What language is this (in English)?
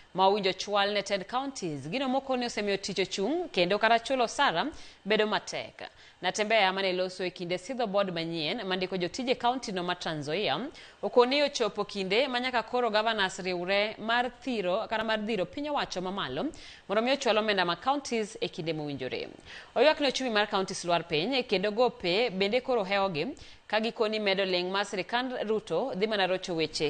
Luo (Kenya and Tanzania)